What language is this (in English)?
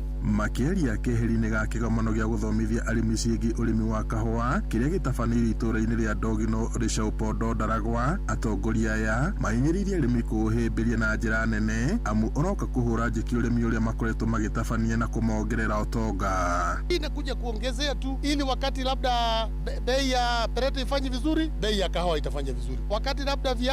Kikuyu